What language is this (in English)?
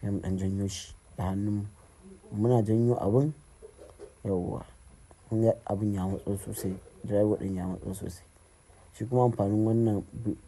Hausa